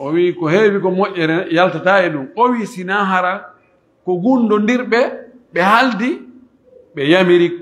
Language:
Pular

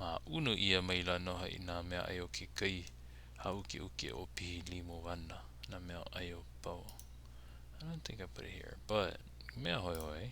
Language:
Hawaiian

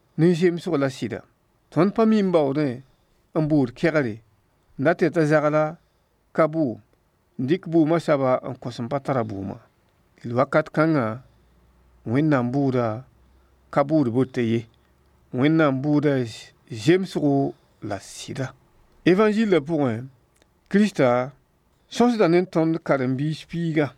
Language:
Mossi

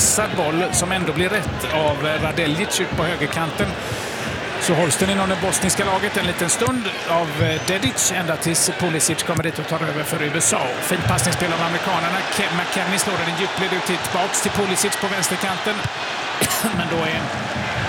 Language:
Swedish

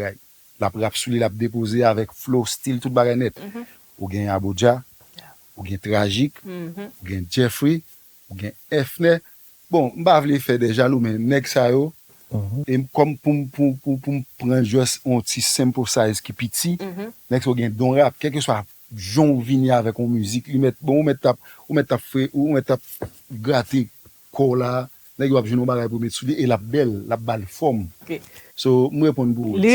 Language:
Haitian Creole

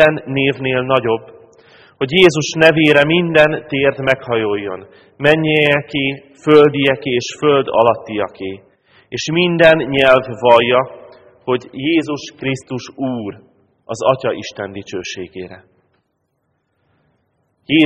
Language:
Hungarian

